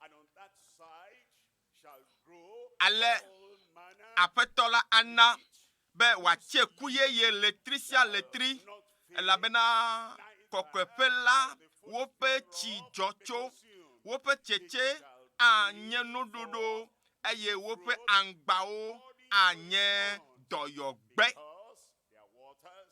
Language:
Ewe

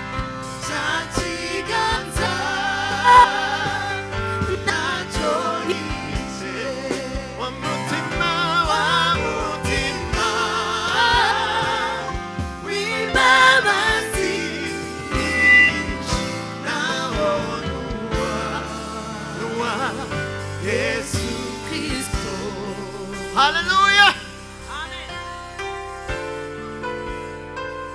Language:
Kinyarwanda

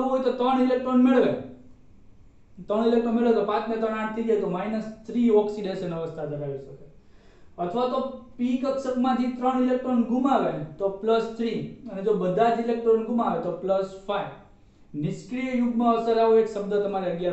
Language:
Gujarati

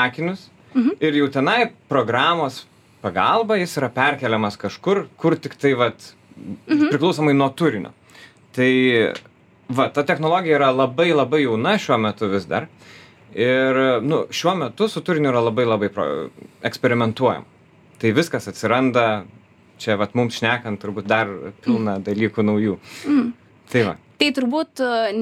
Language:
Lithuanian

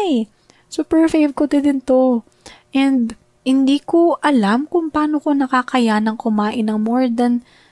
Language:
Filipino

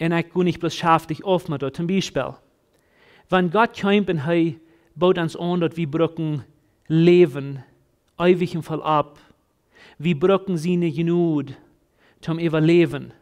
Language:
Plautdietsch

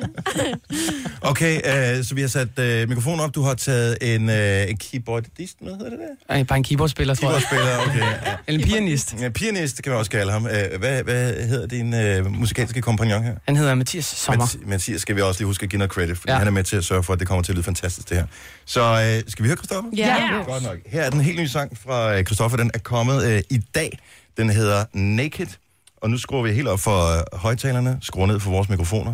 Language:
Danish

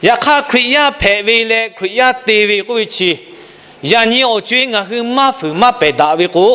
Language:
Lahu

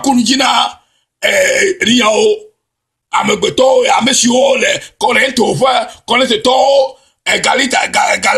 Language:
Ewe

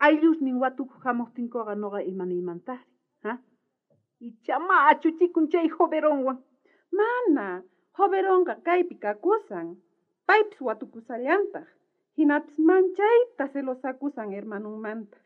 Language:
South Bolivian Quechua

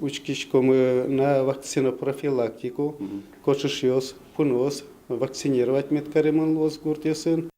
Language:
Udmurt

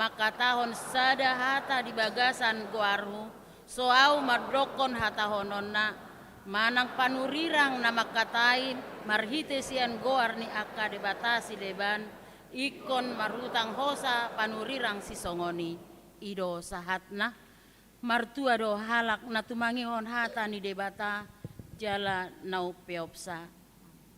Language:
Batak Toba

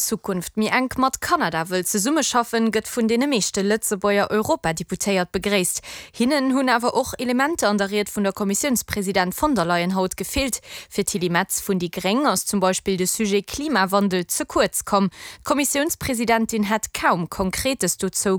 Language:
Luxembourgish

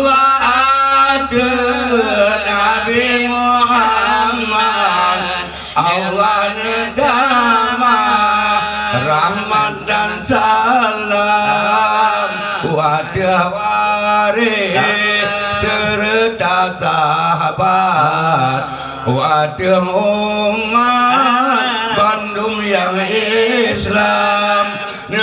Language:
Achinese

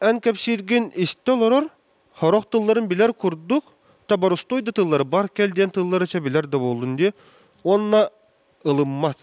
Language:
Yakut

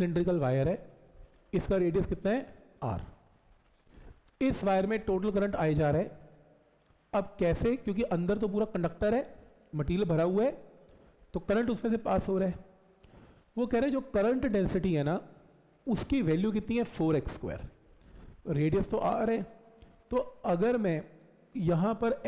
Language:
Hindi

